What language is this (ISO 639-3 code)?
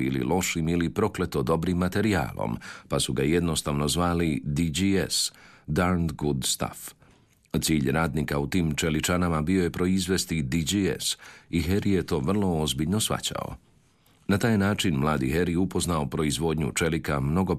hrv